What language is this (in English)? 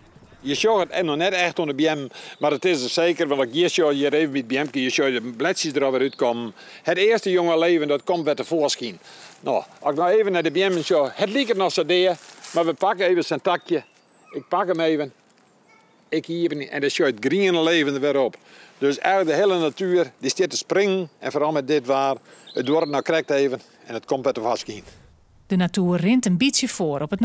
Western Frisian